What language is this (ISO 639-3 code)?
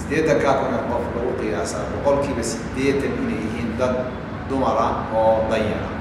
som